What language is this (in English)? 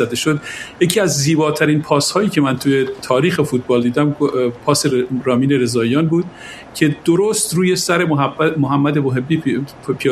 Persian